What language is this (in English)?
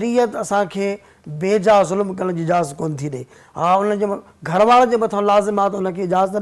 Sindhi